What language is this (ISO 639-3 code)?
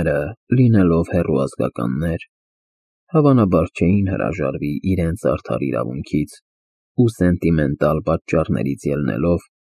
hye